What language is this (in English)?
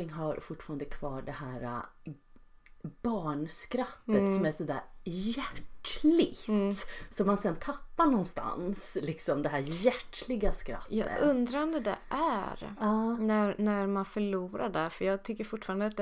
Swedish